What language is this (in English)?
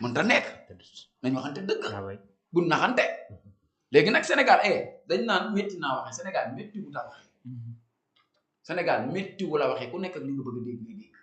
Wolof